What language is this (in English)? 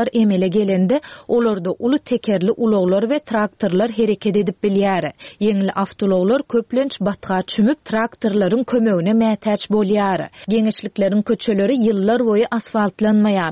Turkmen